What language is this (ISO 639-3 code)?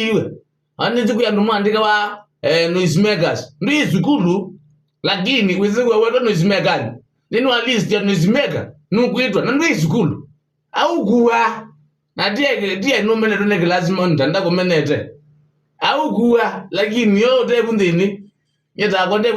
kam